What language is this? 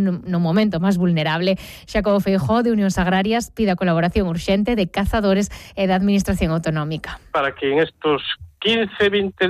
Galician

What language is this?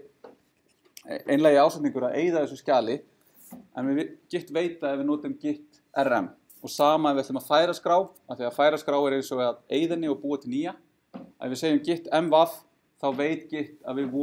Icelandic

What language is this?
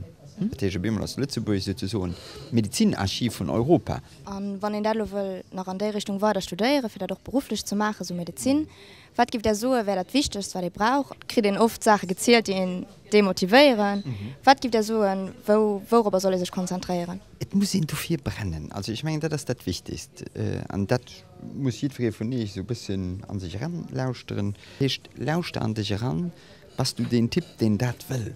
Luxembourgish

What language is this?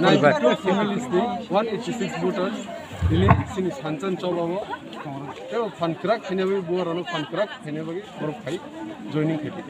Kok Borok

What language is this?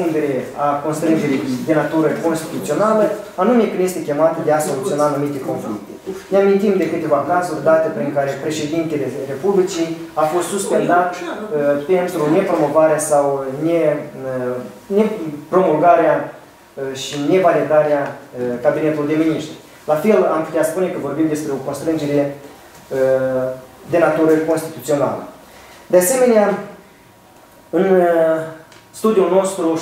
Romanian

